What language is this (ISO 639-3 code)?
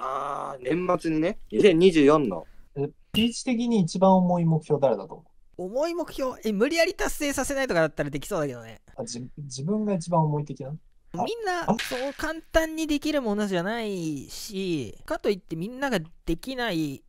jpn